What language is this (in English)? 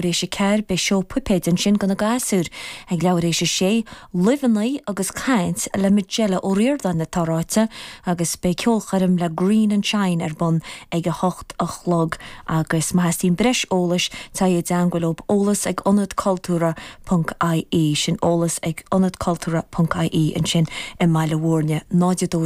Irish